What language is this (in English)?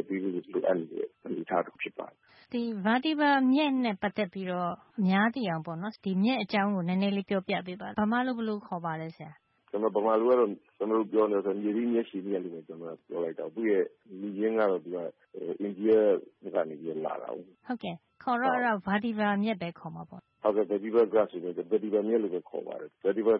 Burmese